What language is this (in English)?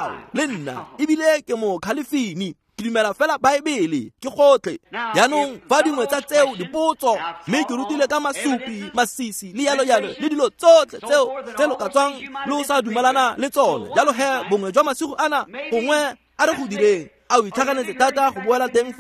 Tswana